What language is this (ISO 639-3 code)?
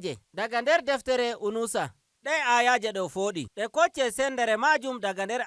fuv